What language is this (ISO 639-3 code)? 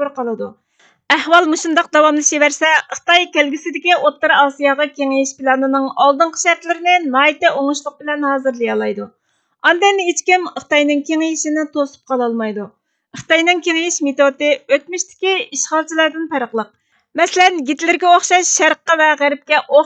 uig